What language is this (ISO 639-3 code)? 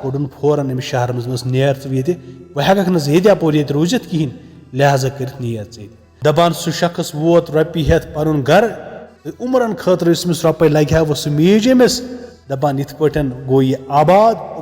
kas